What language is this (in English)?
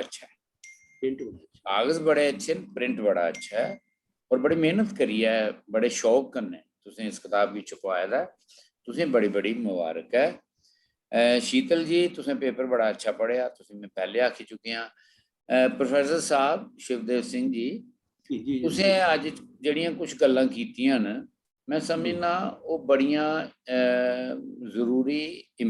Dogri